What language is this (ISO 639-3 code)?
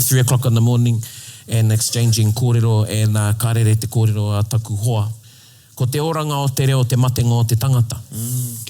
mri